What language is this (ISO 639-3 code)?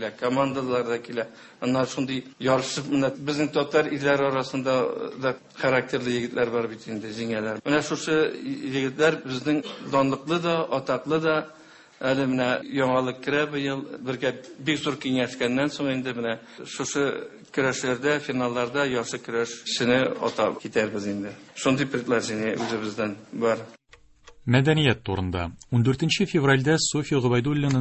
tat